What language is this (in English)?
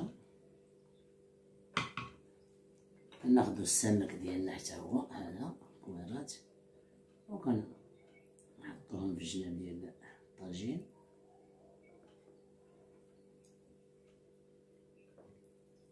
Moroccan Arabic